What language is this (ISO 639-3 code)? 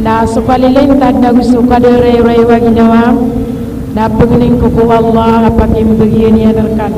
mrw